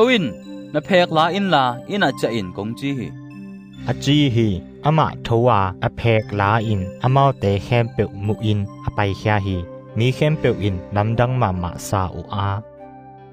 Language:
Tedim Chin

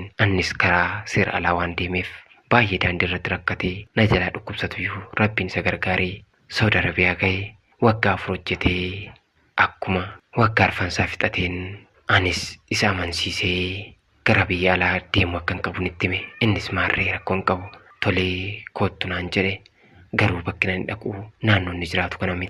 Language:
Oromo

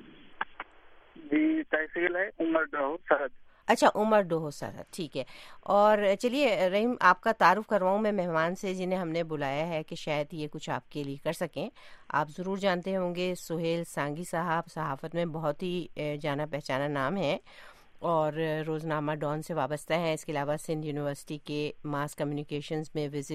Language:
Urdu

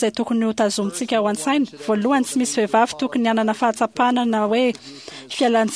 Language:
Malagasy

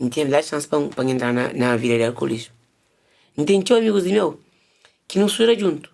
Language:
Kabuverdianu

